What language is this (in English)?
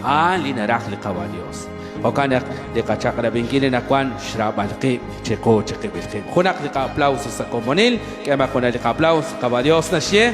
Kekchí